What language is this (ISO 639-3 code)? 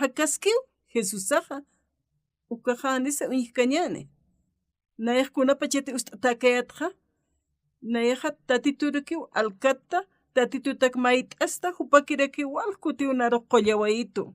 aym